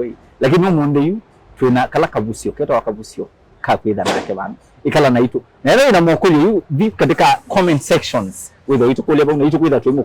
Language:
Kamba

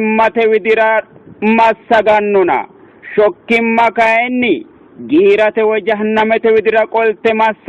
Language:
Sidamo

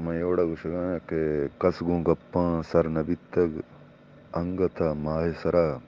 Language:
Eastern Balochi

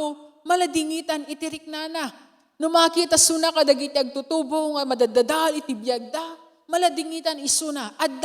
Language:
Iloko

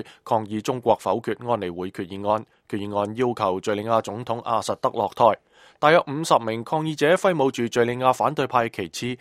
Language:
Cantonese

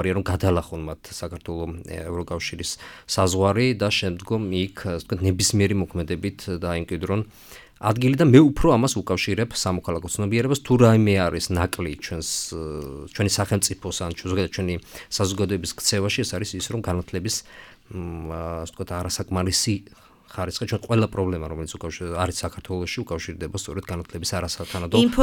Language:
Georgian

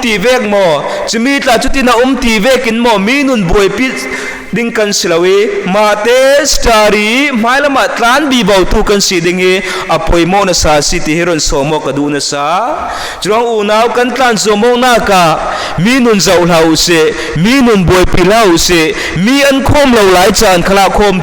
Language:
Falam Chin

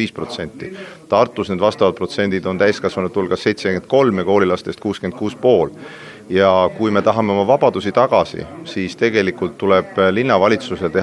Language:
Estonian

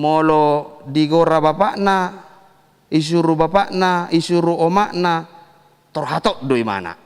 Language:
Batak Toba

